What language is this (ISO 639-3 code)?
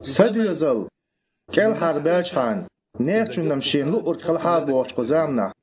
che